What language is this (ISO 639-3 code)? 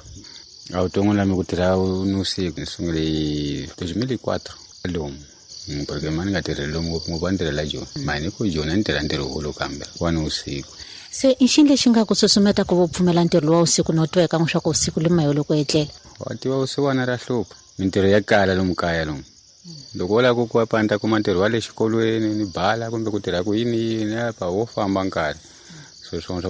tso